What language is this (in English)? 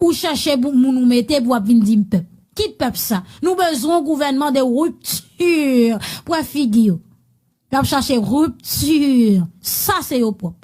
Haitian Creole